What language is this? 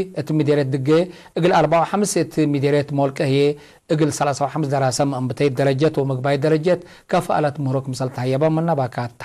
Tigre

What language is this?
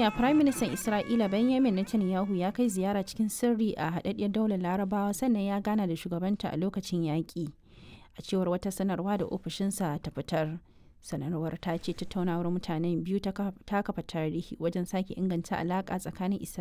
Hausa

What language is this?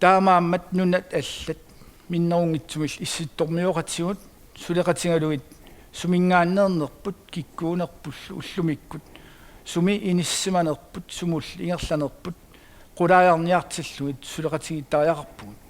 Kalaallisut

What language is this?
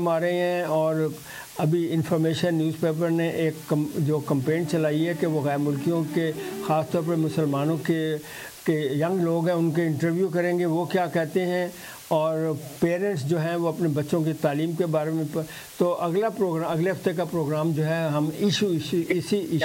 Urdu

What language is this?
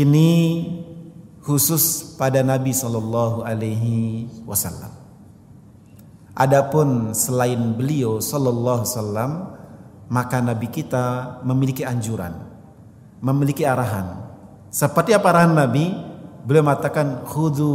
Indonesian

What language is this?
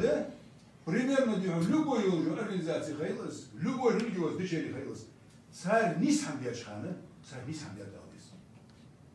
Ingush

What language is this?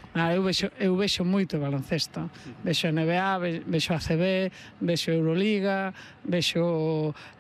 Galician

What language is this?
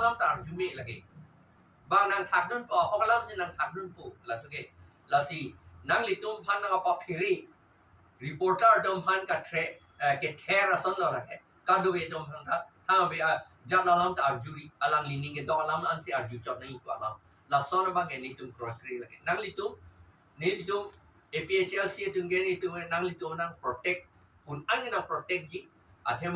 Karbi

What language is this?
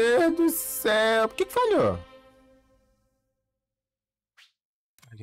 Portuguese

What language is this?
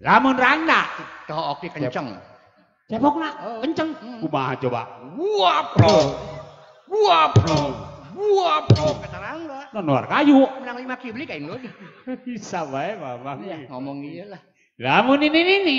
Sundanese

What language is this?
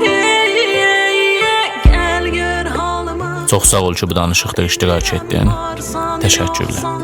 South Azerbaijani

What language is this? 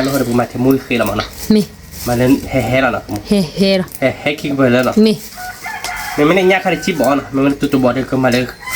S'gaw Karen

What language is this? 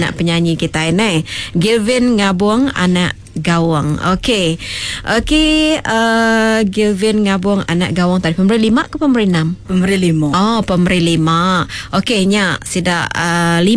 Iban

